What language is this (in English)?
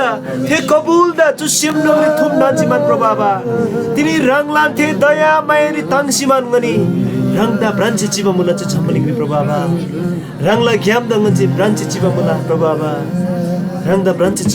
Eastern Tamang